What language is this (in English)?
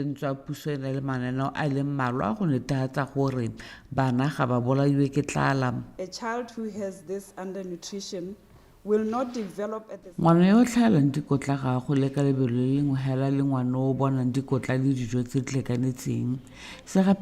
Tswana